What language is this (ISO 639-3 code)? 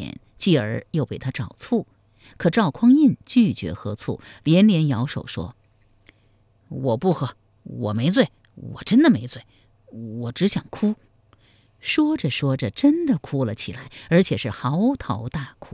zho